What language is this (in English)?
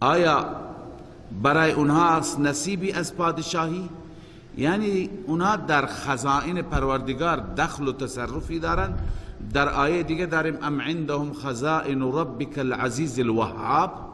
Persian